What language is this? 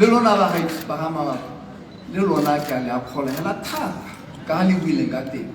Tswana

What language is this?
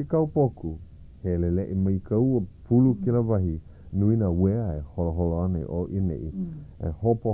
Hawaiian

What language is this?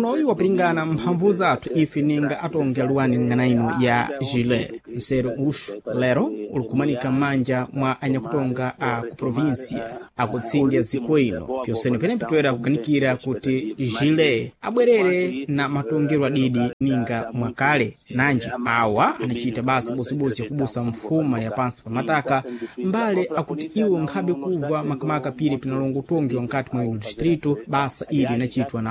Sena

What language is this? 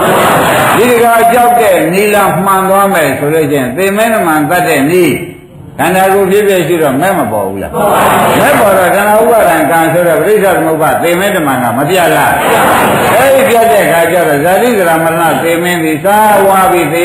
Burmese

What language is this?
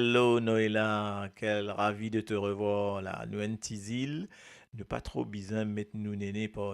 Morisyen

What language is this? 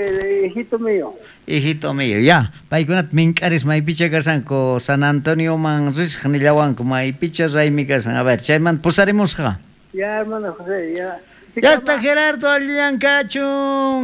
South Bolivian Quechua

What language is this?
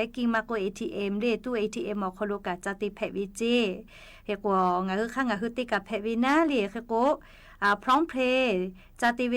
Lahu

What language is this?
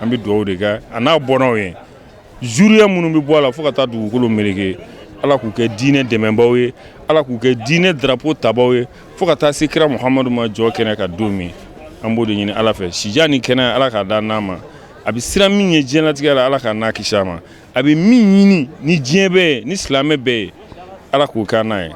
Bambara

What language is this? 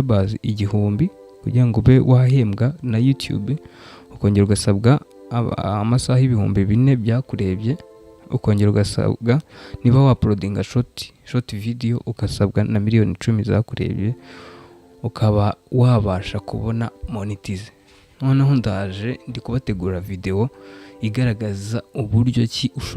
Kinyarwanda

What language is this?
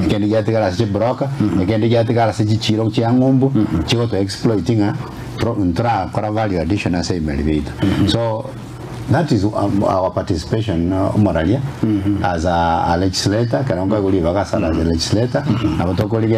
Gusii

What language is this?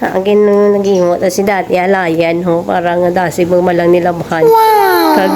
Hiligaynon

